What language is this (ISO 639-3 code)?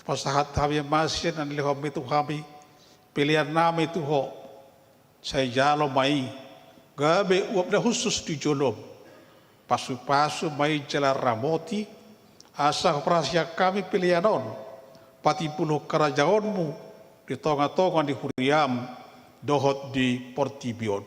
bbc